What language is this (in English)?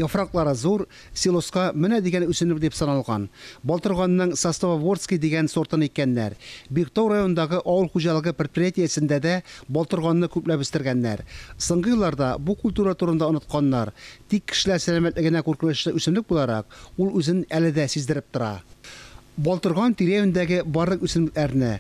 Tatar